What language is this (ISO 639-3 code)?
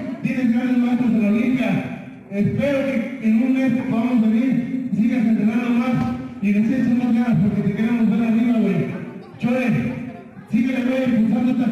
spa